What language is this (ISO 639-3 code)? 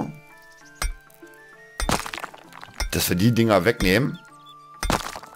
deu